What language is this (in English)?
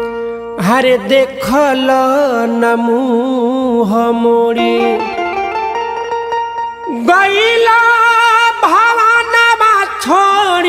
Bhojpuri